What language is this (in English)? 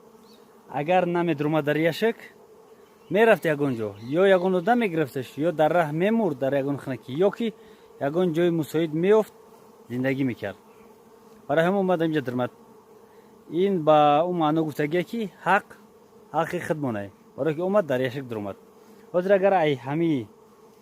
Tajik